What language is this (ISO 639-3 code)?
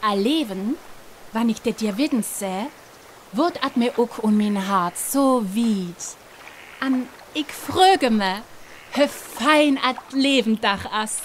frr